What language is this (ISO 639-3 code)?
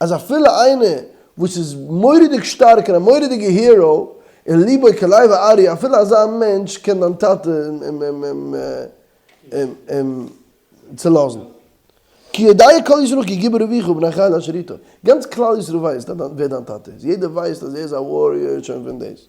yid